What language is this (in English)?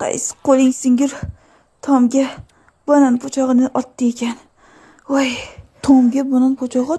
Uzbek